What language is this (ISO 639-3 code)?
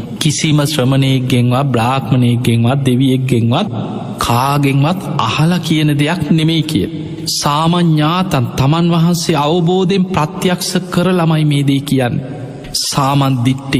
sin